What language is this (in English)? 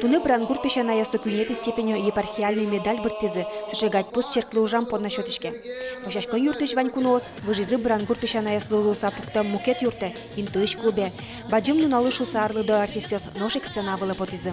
Udmurt